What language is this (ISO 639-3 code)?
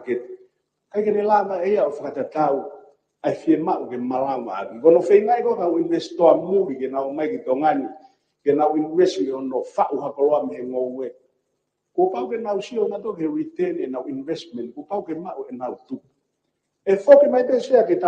ton